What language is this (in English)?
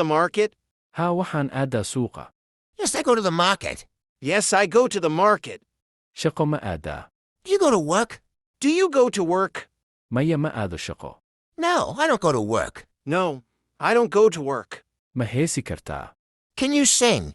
Somali